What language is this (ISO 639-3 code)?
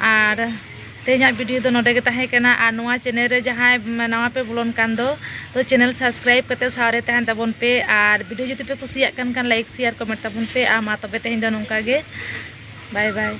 sat